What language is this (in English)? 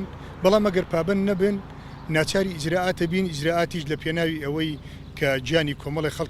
Central Kurdish